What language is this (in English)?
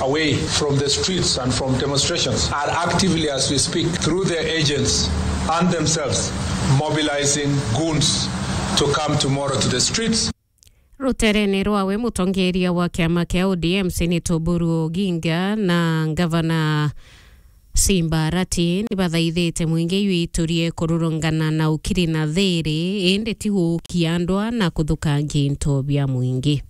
Meru